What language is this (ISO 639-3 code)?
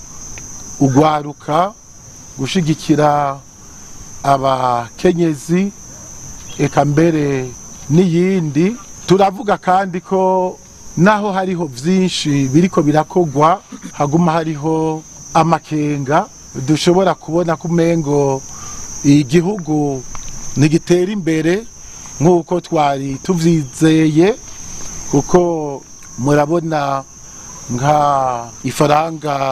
run